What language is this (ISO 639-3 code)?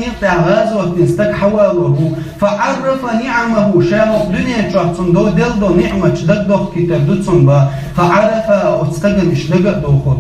che